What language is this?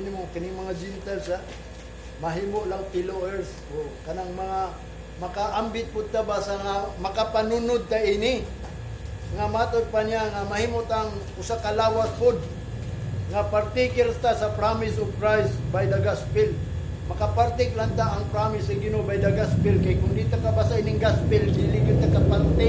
Cebuano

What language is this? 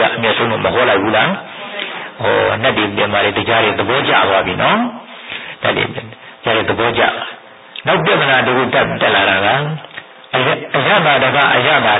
Burmese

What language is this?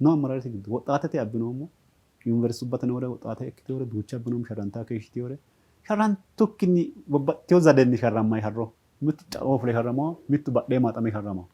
Sidamo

